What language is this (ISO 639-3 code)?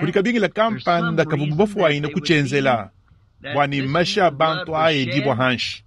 lua